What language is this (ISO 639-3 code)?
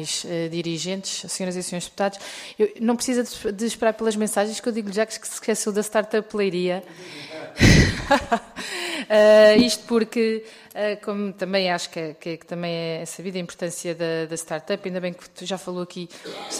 por